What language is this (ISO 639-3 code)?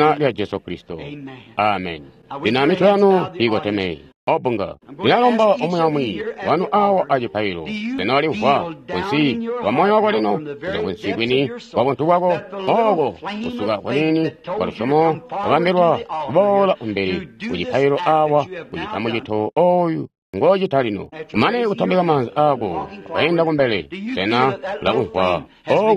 toi